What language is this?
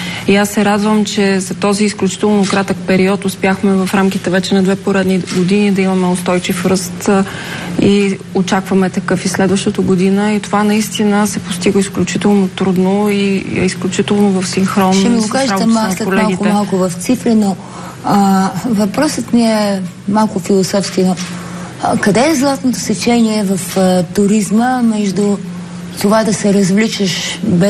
Bulgarian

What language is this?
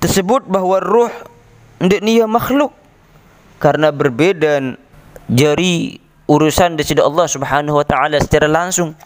Sasak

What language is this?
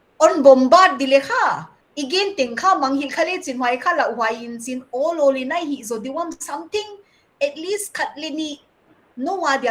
Paite Chin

